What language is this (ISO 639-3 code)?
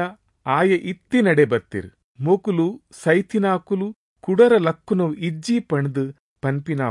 tcy